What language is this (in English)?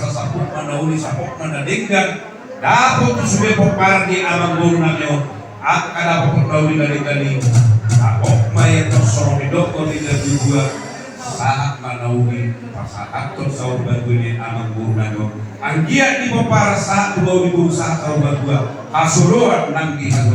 Batak Toba